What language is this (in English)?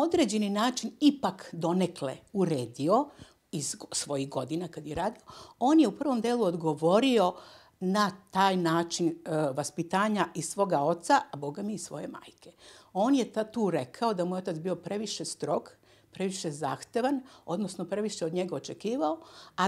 Serbian